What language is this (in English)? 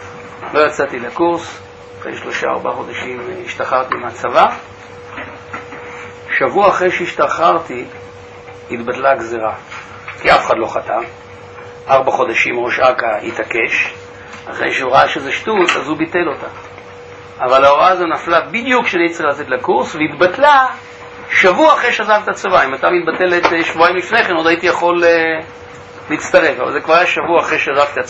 Hebrew